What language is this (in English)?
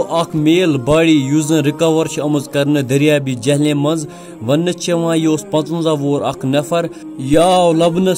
Kashmiri